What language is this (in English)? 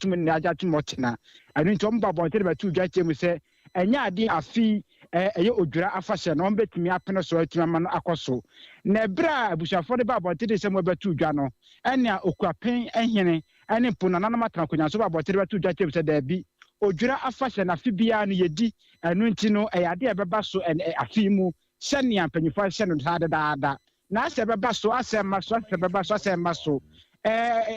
Akan